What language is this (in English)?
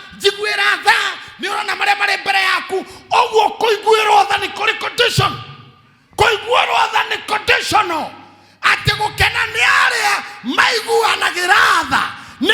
Kikuyu